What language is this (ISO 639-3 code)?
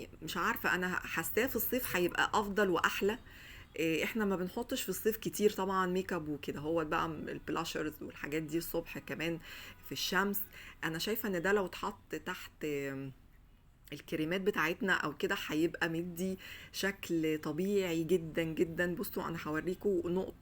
arz